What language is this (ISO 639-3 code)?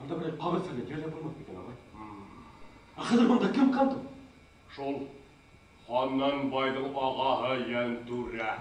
bak